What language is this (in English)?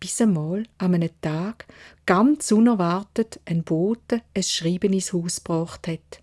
Swiss German